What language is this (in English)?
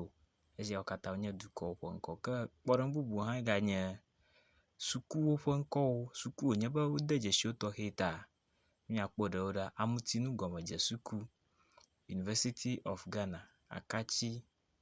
Ewe